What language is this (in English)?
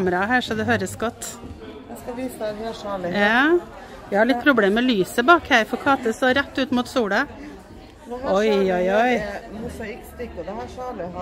Norwegian